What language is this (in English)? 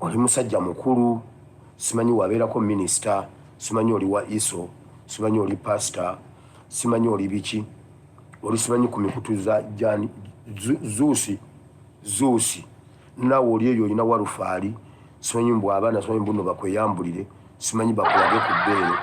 Ganda